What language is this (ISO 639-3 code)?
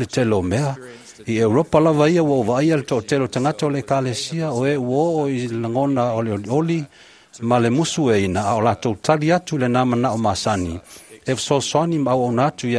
smo